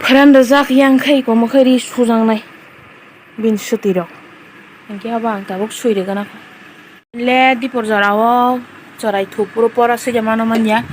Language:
Kok Borok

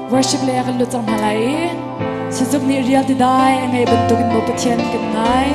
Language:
Hakha Chin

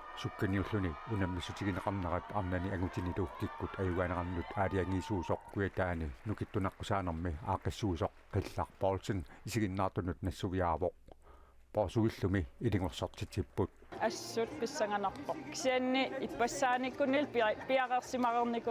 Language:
Kalaallisut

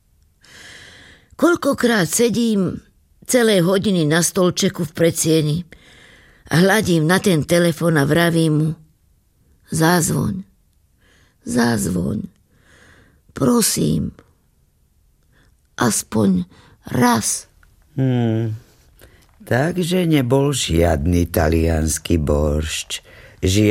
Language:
Slovak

